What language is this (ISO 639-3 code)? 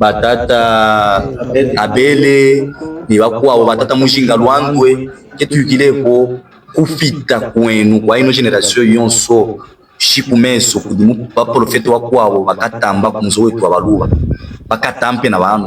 lub